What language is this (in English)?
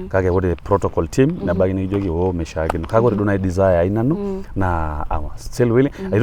Masai